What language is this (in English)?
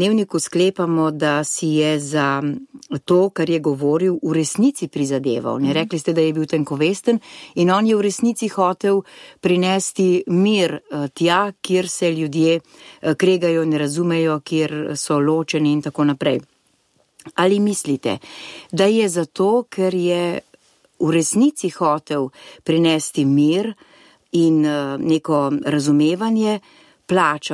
Slovenian